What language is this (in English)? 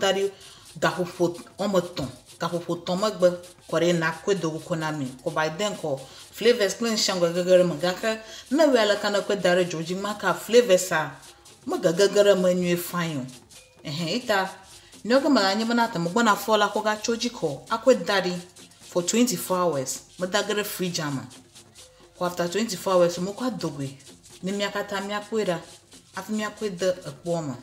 Ewe